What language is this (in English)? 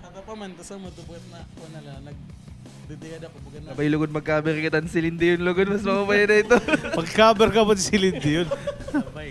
Waray